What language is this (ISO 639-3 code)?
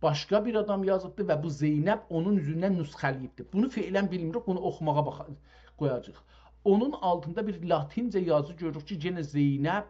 azb